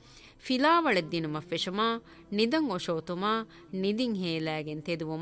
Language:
Divehi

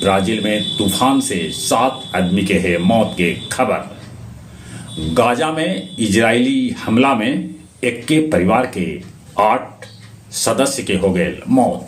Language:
Magahi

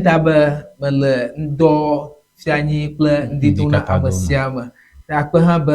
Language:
Ewe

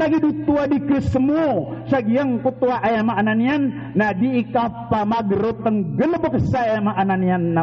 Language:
Maranao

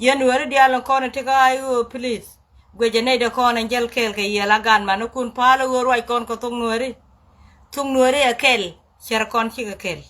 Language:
Nuer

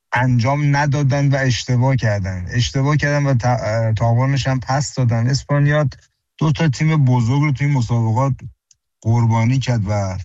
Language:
Persian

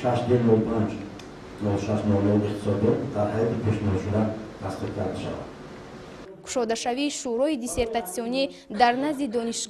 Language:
Tajik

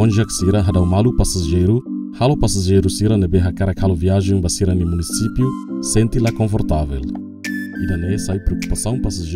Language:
Tetum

